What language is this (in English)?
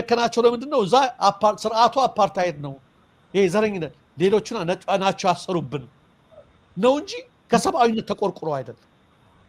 Amharic